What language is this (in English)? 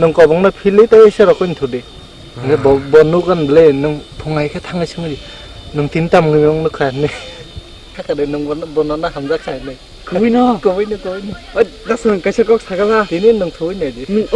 Kok Borok